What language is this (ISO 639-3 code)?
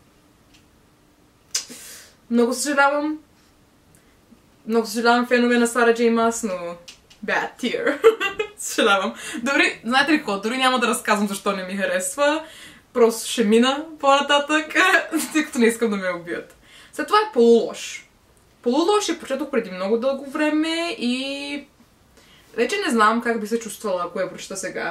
bul